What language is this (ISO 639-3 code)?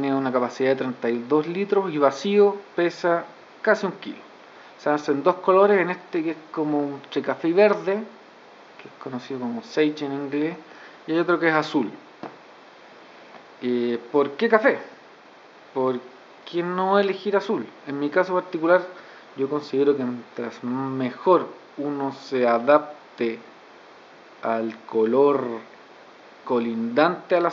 spa